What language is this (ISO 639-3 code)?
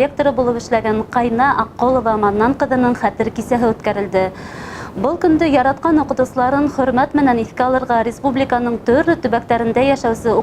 bak